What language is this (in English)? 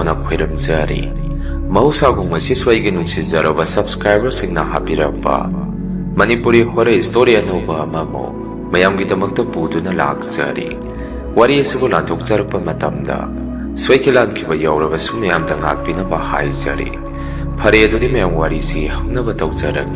Manipuri